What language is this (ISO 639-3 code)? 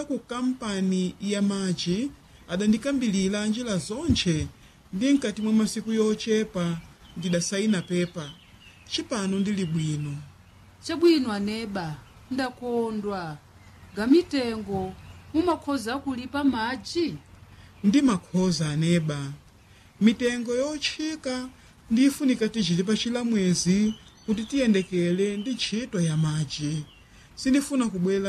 nya